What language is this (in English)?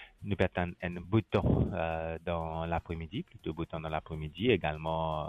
Morisyen